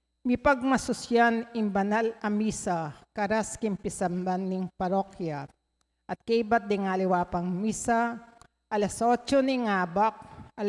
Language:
Pampanga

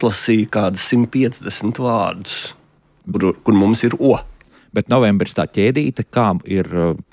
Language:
Latvian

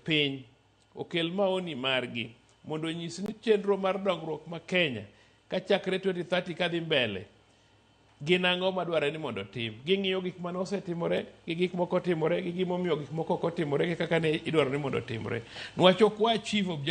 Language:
Luo (Kenya and Tanzania)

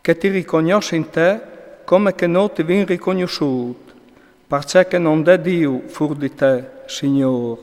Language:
Friulian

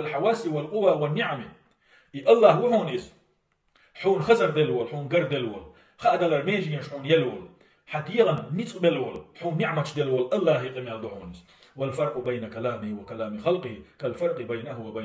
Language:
Chechen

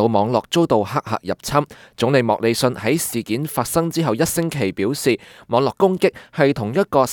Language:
Cantonese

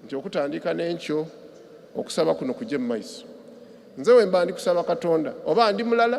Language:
Soga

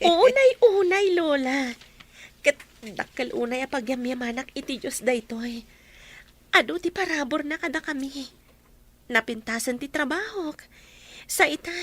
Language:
Iloko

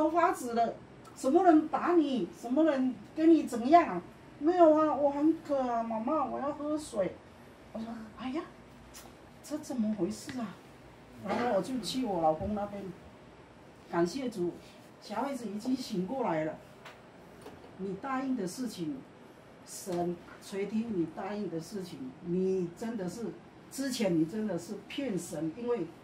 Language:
Chinese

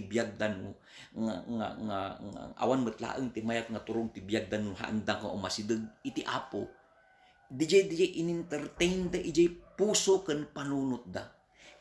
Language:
Iloko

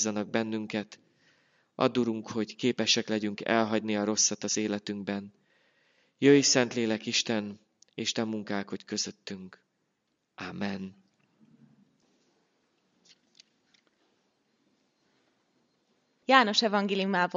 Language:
Hungarian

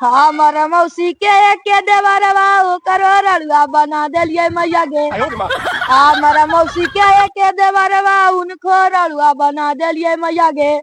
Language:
Magahi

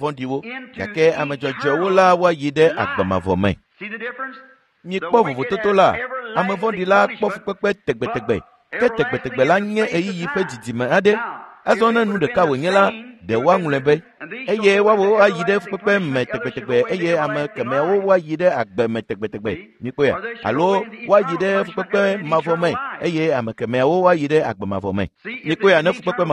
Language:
Ewe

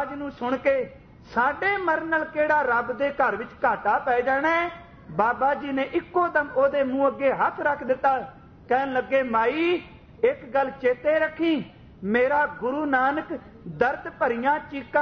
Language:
Punjabi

